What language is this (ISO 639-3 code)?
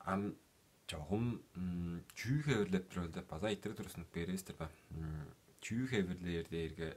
tyv